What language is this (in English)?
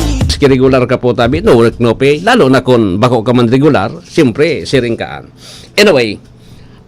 Bikol